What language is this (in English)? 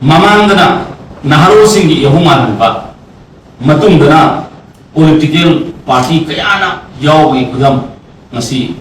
Manipuri